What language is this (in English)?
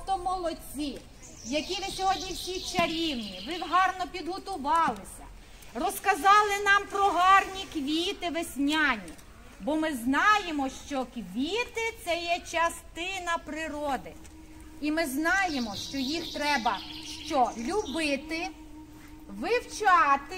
Ukrainian